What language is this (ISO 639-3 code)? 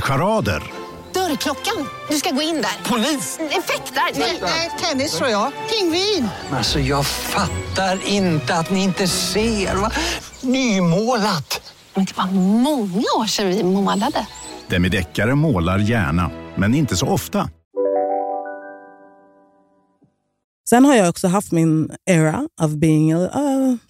swe